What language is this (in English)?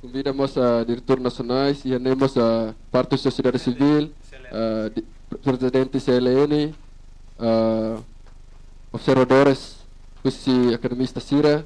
Tetum